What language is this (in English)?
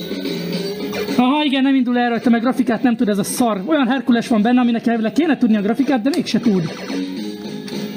Hungarian